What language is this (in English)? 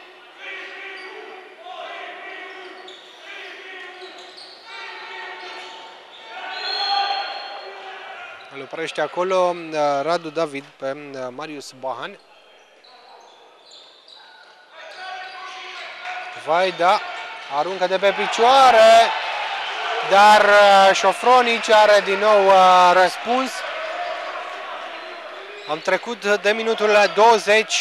Romanian